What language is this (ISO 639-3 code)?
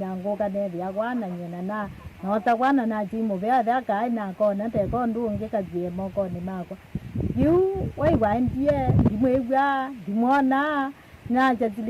kam